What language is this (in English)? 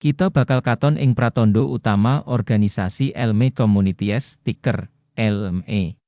Javanese